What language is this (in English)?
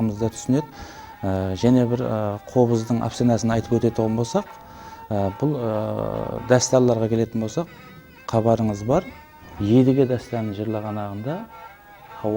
Kara-Kalpak